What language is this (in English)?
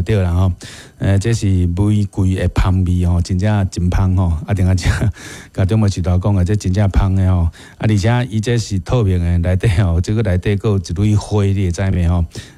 Min Nan Chinese